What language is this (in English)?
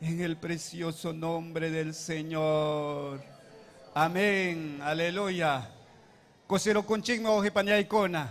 Ayacucho Quechua